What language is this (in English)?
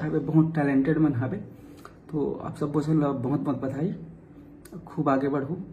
Chhattisgarhi